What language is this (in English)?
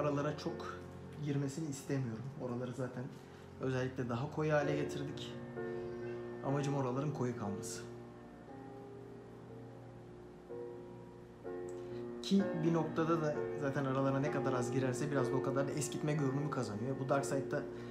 Turkish